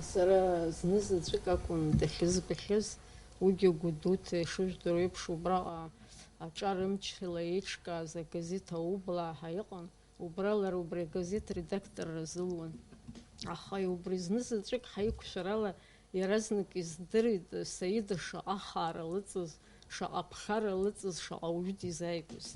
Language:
Abkhazian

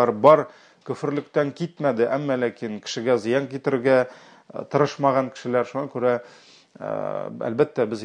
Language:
Tatar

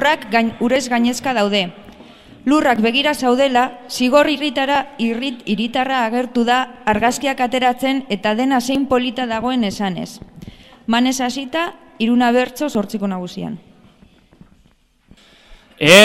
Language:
Basque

